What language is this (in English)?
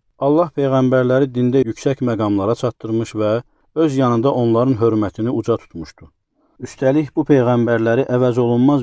Azerbaijani